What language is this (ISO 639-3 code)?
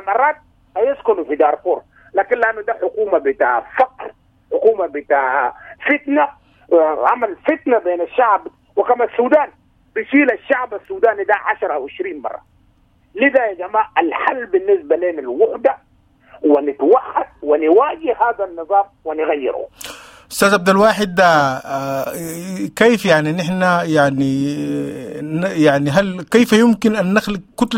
apd